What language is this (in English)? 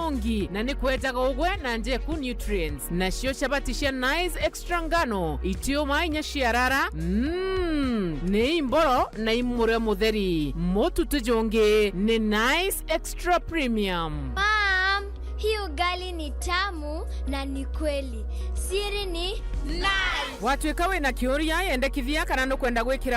Meru